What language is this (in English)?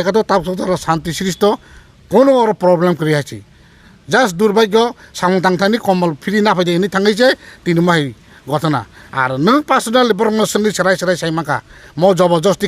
Kok Borok